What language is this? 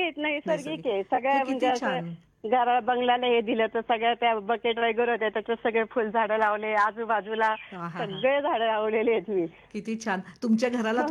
Marathi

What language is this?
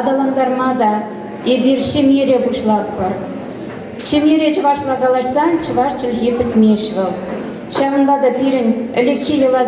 Chuvash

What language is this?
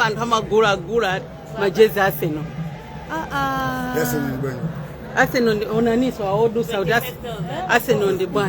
Nyanja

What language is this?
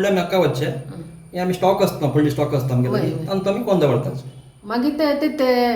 Konkani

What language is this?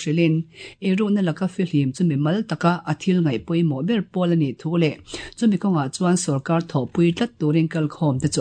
Mizo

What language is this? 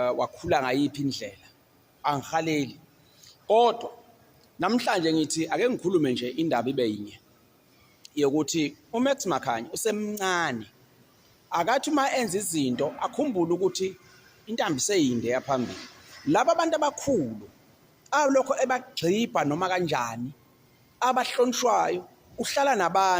Zulu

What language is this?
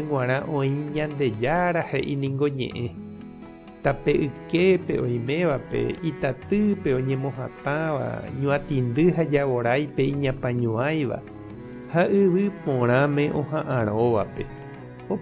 Guarani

